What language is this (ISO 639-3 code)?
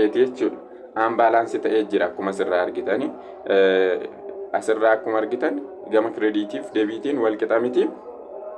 orm